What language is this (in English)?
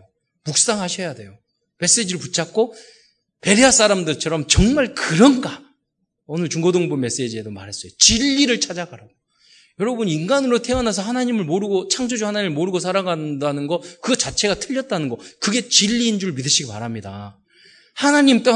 Korean